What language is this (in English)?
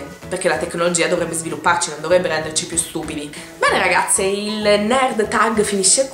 Italian